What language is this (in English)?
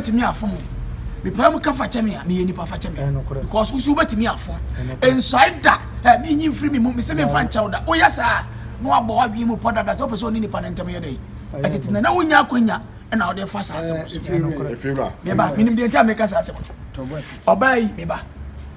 Akan